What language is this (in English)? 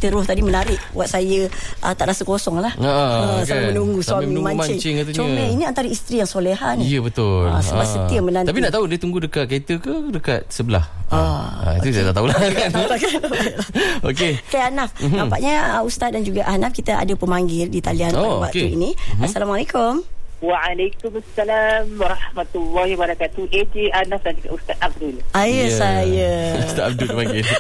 Malay